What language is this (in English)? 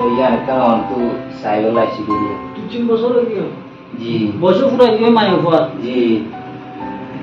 Rohingya